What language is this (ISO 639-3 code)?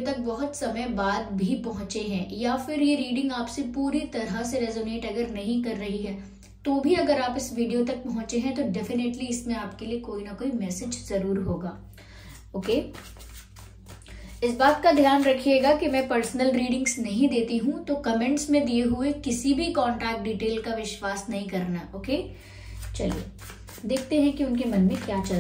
hin